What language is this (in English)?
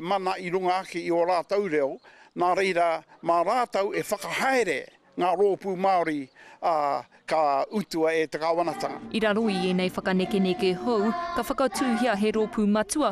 Māori